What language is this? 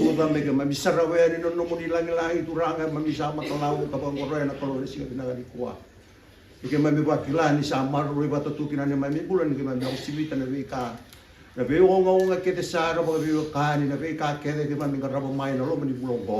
Fijian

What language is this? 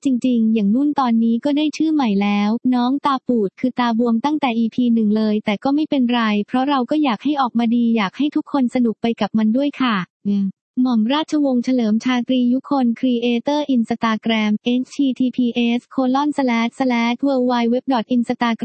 Thai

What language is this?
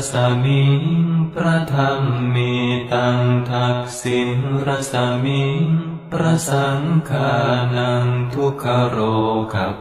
Pali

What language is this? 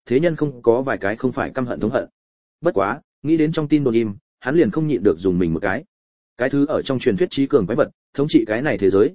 Vietnamese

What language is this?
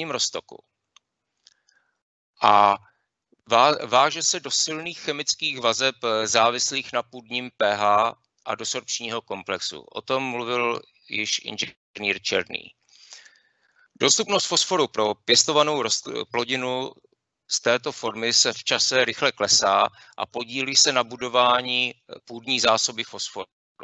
Czech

